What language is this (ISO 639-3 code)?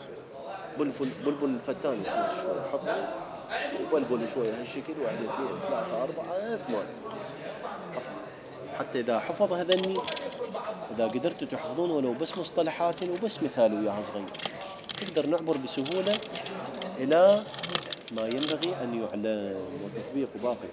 acm